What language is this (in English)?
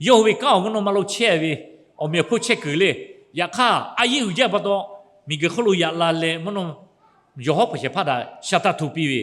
Lahu